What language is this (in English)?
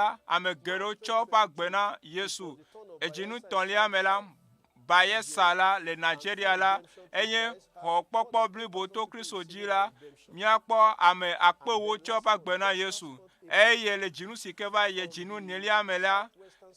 Ewe